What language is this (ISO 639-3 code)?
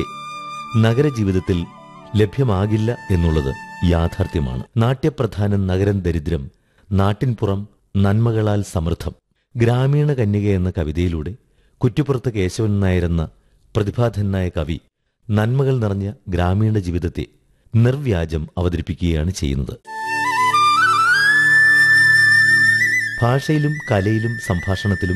mal